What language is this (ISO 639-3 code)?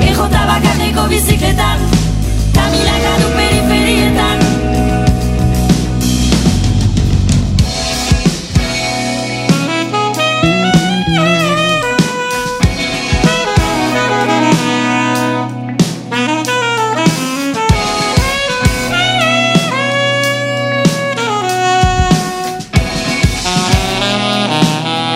eus